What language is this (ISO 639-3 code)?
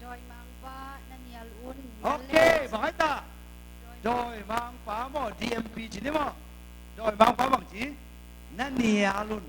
ctd